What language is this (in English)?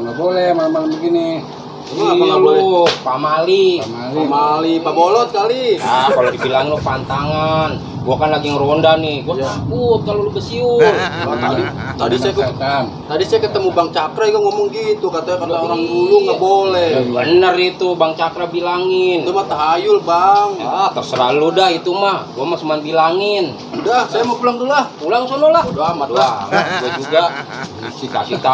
Betawi